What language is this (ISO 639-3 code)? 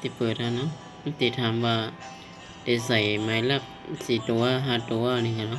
shn